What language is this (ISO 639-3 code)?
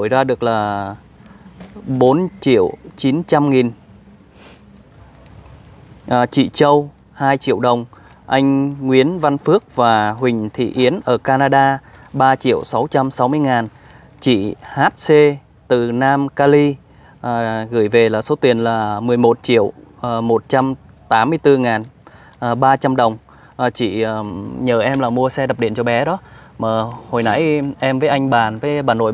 vie